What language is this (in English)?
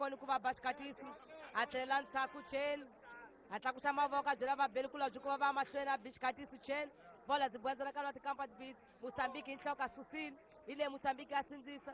Tsonga